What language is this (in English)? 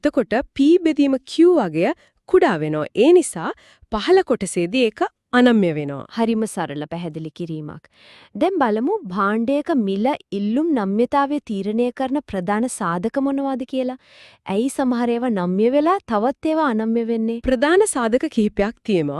Sinhala